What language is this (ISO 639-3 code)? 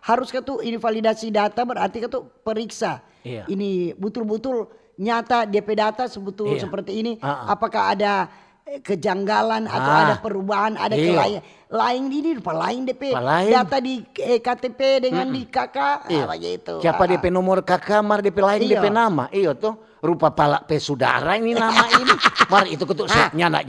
xmm